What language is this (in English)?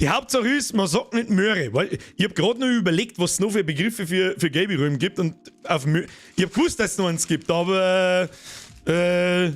Bavarian